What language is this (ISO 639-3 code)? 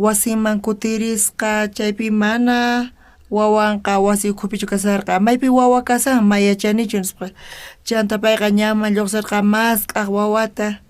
quh